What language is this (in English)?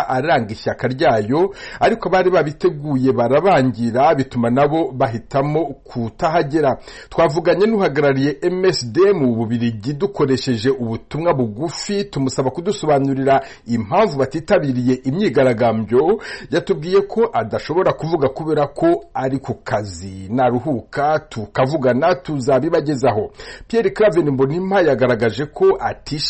Kinyarwanda